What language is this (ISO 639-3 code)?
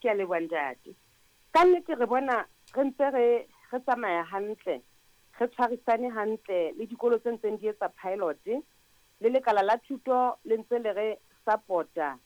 sot